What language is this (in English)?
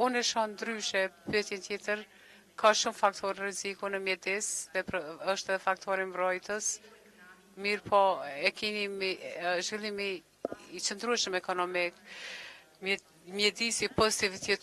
Albanian